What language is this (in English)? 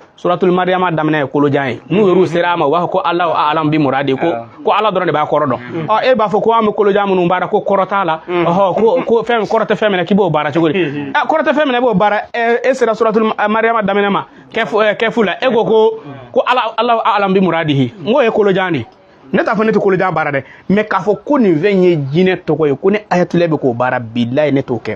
Bambara